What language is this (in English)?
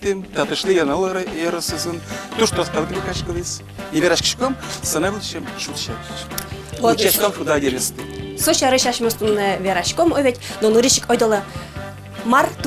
Udmurt